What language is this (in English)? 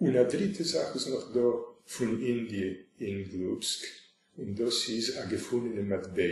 Yiddish